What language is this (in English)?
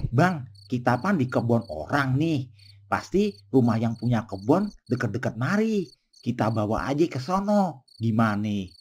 Betawi